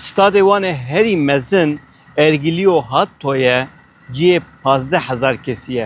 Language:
Kurdish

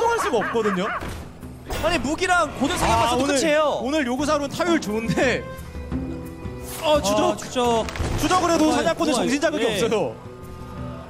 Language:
Korean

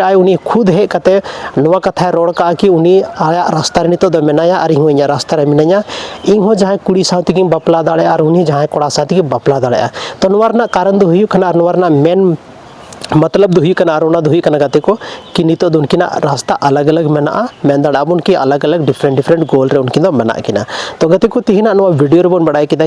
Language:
Santali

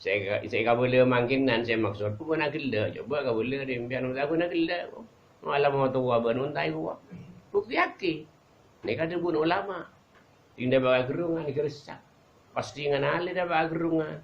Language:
Madurese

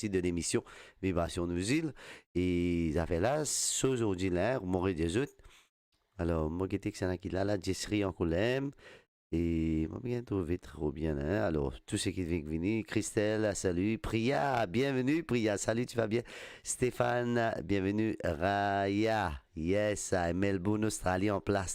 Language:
Morisyen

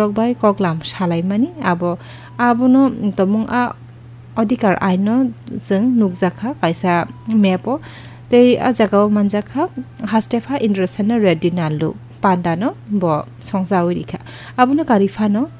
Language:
Kok Borok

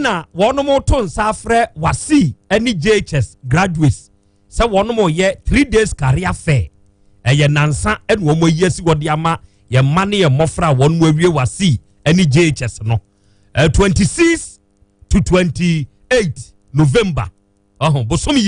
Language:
Akan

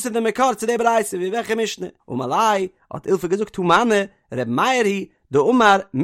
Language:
Yiddish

